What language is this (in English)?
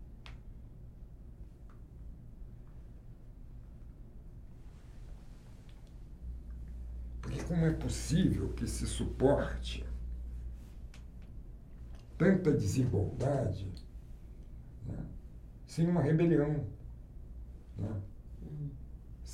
Portuguese